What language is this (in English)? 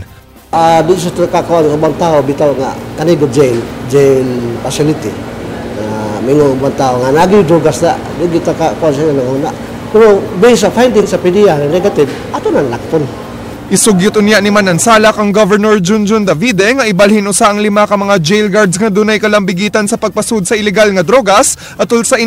Cebuano